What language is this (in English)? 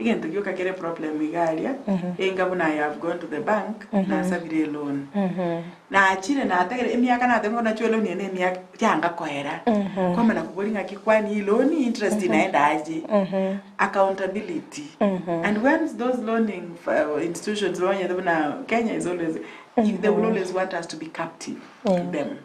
Gusii